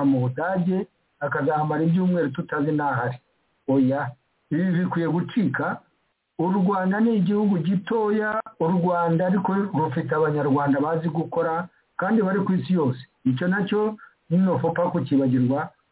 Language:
Kinyarwanda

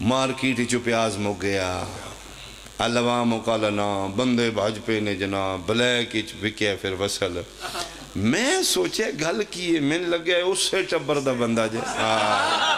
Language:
Pahari-Potwari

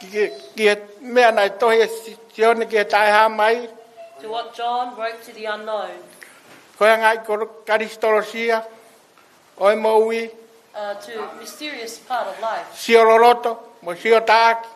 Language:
Tongan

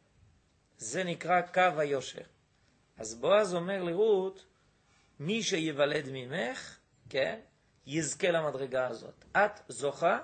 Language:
Hebrew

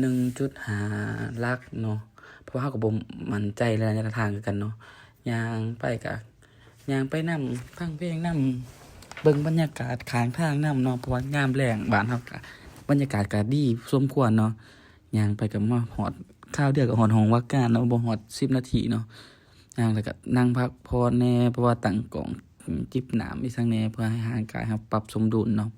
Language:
Lao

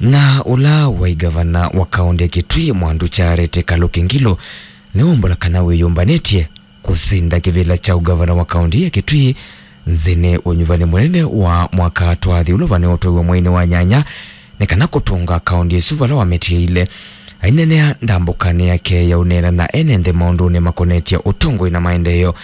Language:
Kamba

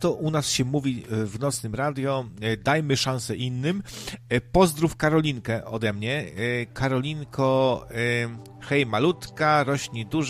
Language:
Polish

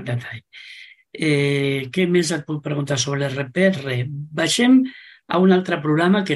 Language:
Catalan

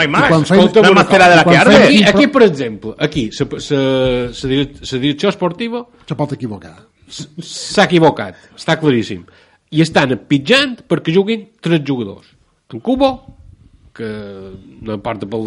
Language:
Catalan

